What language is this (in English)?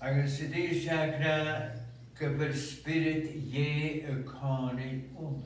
Scottish Gaelic